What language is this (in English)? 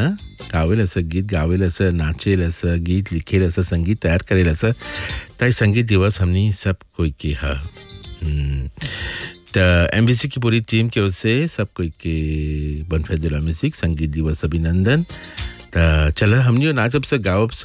Bhojpuri